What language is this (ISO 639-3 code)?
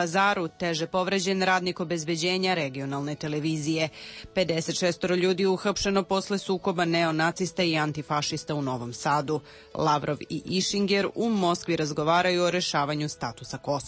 srp